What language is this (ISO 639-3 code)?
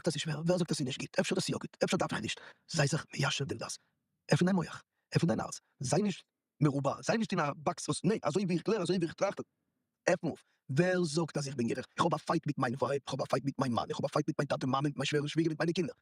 yid